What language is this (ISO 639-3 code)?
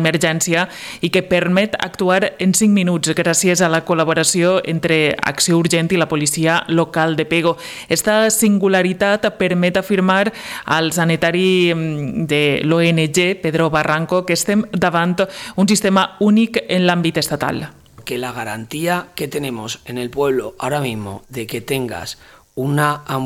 cat